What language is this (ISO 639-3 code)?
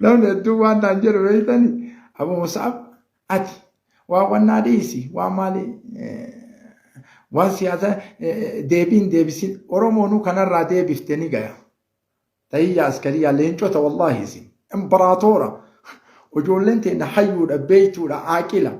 orm